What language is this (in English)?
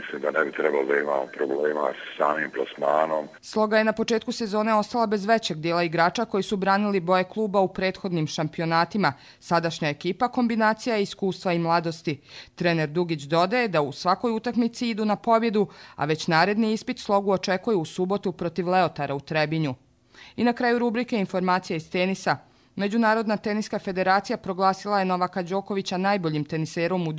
Croatian